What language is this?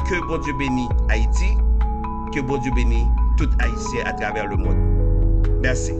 Haitian Creole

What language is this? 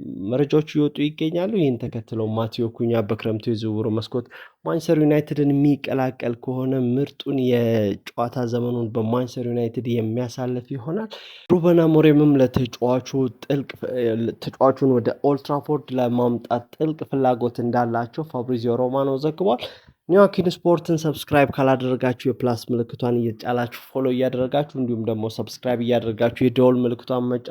Amharic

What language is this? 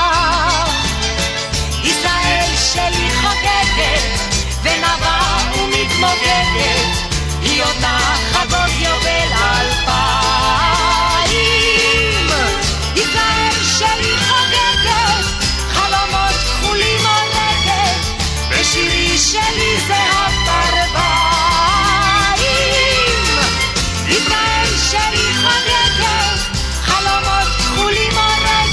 Hebrew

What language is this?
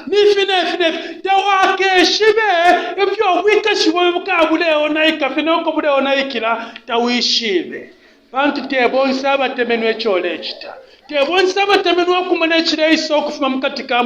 Bemba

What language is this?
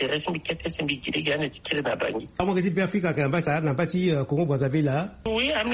Sango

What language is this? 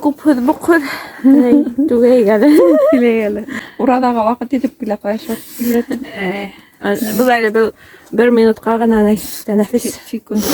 Bashkir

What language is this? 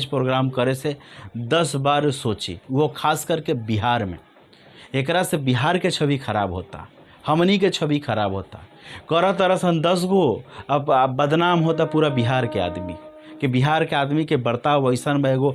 Bhojpuri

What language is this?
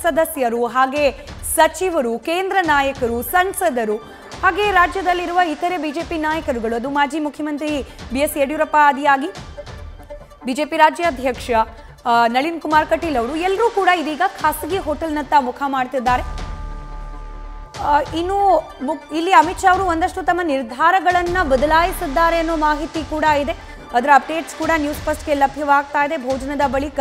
Kannada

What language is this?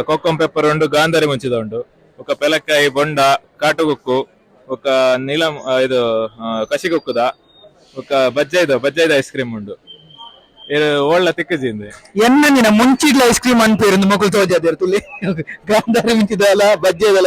Tulu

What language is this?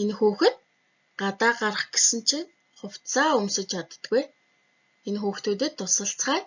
Mongolian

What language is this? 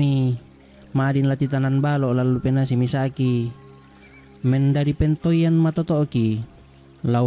Toraja-Sa'dan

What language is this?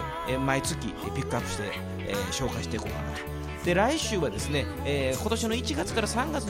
Japanese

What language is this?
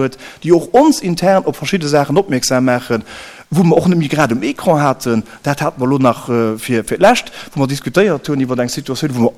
Luxembourgish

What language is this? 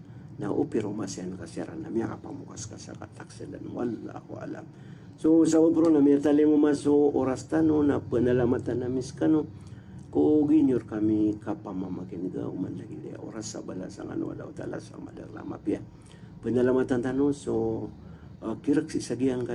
Maranao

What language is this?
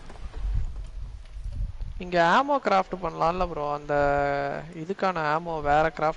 Tamil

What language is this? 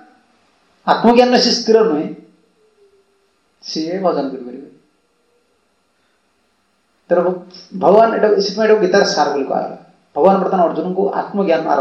Odia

